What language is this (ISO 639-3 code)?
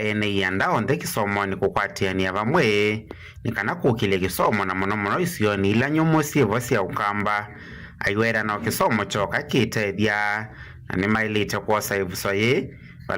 kam